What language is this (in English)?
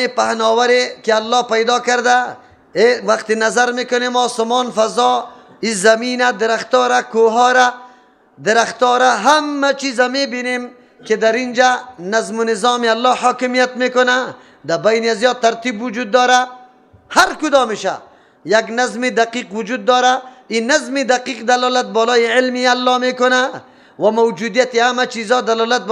Persian